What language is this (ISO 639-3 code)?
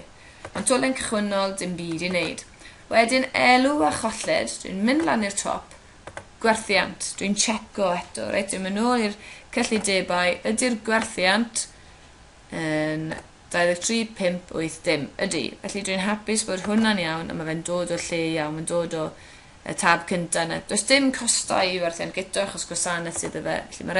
cym